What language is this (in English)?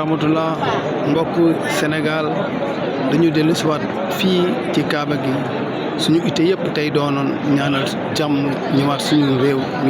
Wolof